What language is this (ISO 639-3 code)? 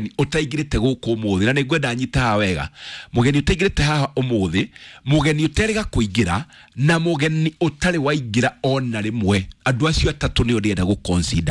kik